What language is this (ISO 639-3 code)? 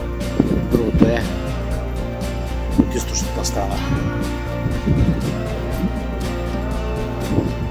bul